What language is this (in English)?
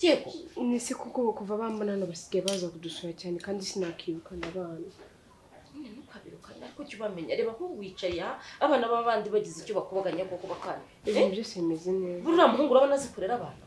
Kinyarwanda